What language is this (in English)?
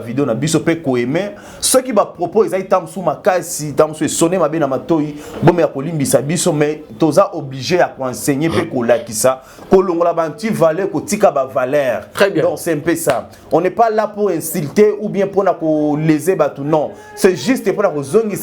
Lingala